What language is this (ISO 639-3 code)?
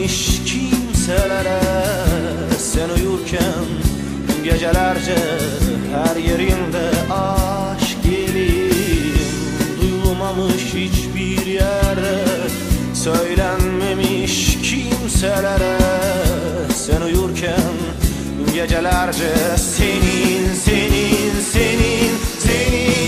tur